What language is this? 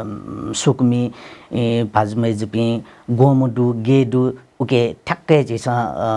Newari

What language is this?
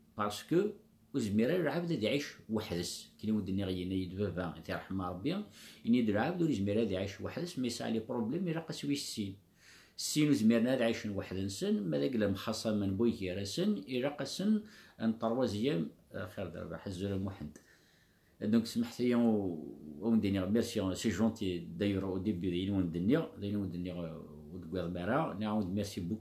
Kabyle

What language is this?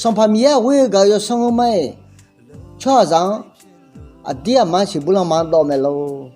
Akha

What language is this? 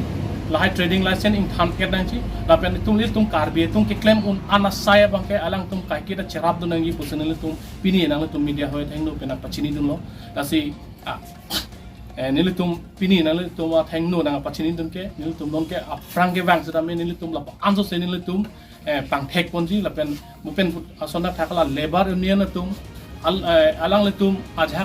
Karbi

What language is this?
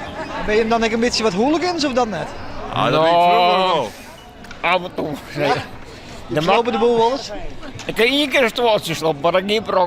Western Frisian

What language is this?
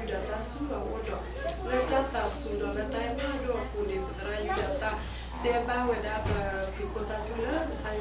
S'gaw Karen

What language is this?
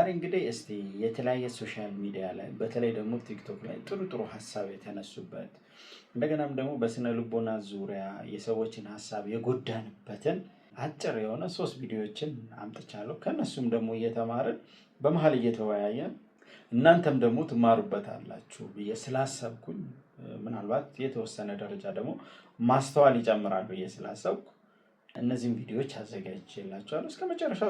Amharic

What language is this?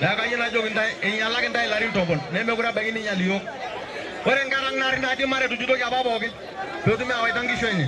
Masai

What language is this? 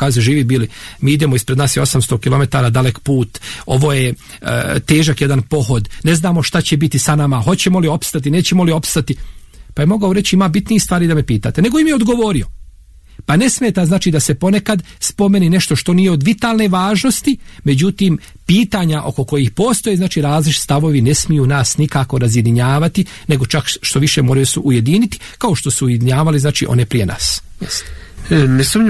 Bosnian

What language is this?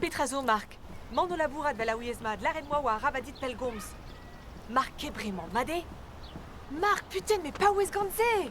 Breton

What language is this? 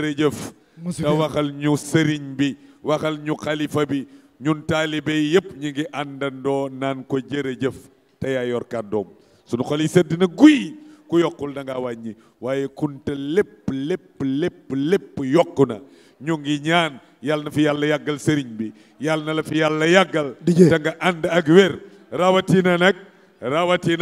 Wolof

